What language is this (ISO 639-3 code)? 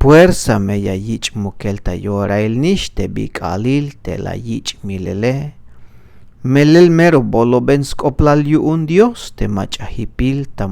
tzh